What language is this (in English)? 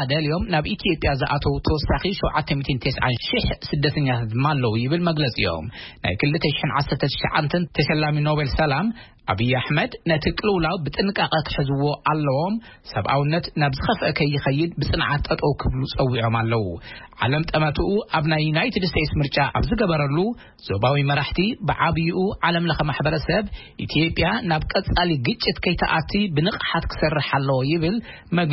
Tigrinya